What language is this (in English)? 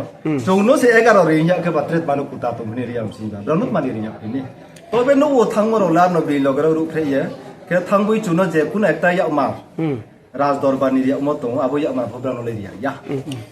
Riang (India)